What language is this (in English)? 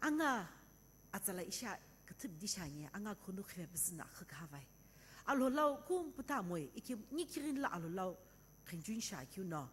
Sumi Naga